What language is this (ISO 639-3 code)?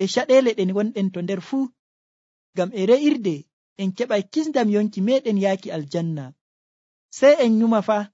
fuv